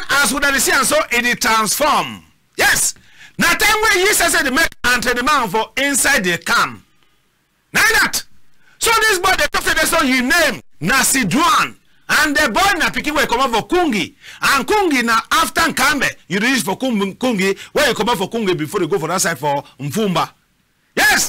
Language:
Cameroon Pidgin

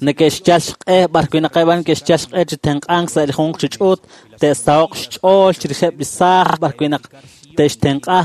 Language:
Kekchí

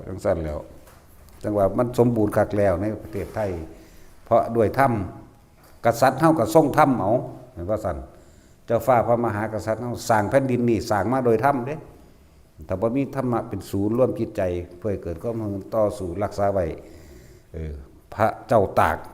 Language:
Northeastern Thai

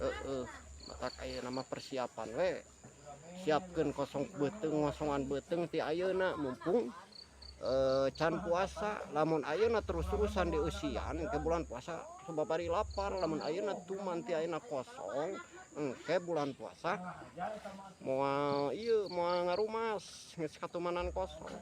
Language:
Sundanese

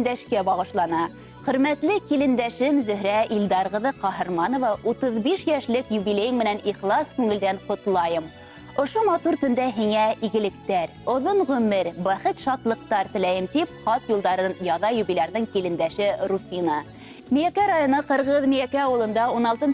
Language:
Bashkir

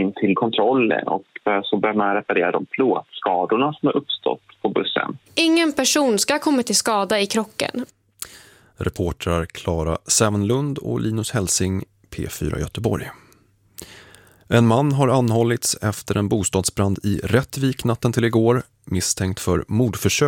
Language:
Swedish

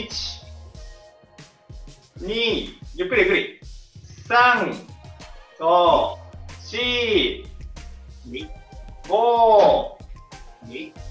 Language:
Japanese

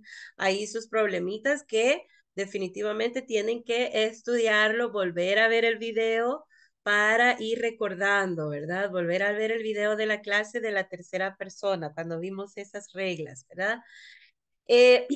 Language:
Spanish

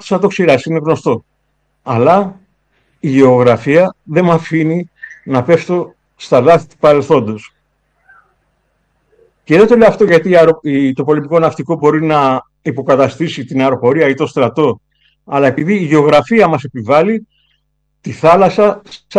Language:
Greek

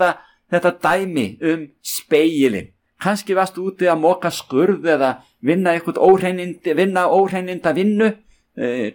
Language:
Icelandic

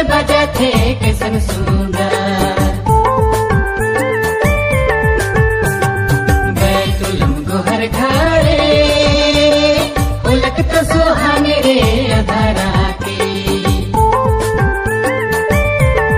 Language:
Sadri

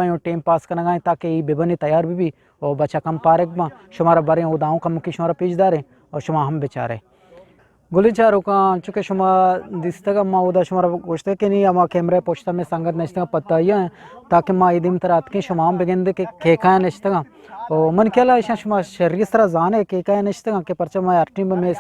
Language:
Eastern Balochi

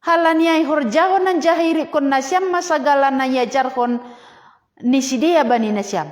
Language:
Batak Simalungun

